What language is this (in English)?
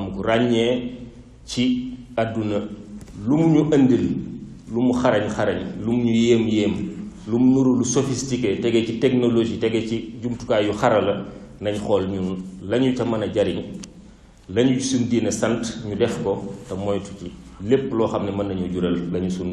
Wolof